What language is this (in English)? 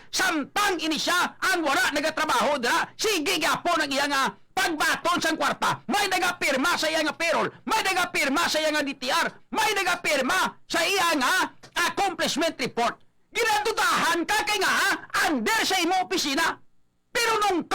Hiligaynon